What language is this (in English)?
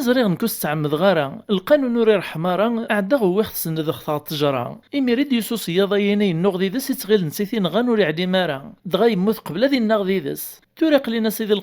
Kabyle